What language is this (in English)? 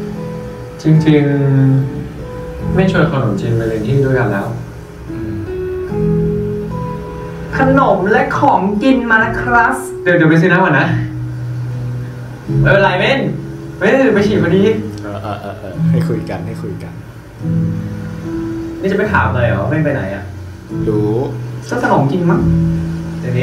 Thai